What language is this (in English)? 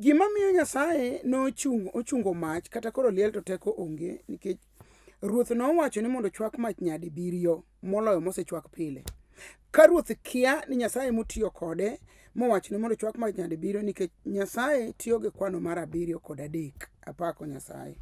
Luo (Kenya and Tanzania)